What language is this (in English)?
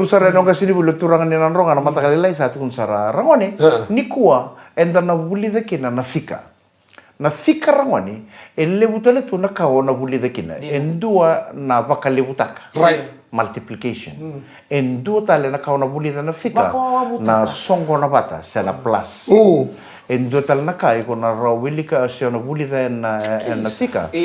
Fijian